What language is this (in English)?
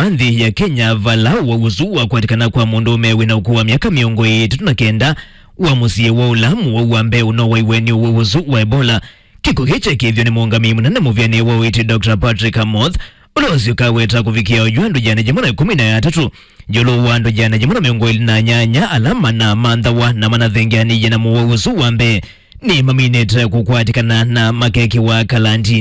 Kamba